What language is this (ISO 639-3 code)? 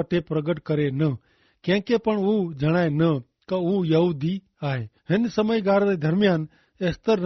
kfr